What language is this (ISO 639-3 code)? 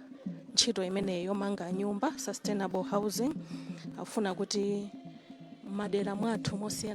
nya